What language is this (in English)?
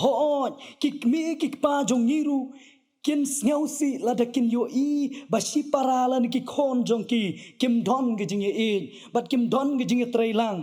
Khasi